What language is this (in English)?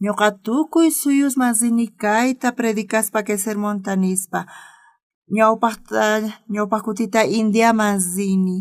South Bolivian Quechua